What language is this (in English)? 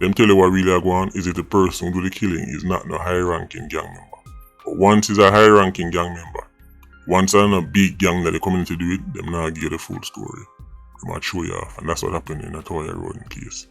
Jamaican Creole English